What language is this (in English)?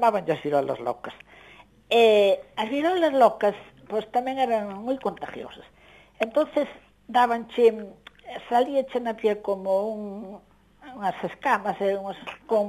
Galician